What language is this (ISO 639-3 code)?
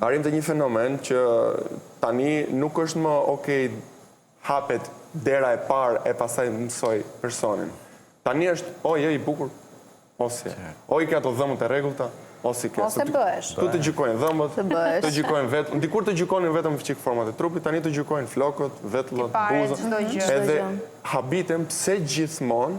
sqi